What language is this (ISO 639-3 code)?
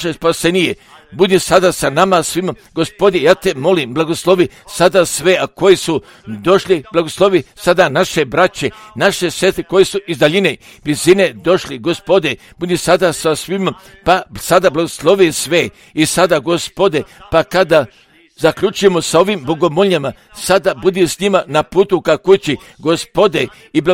hrv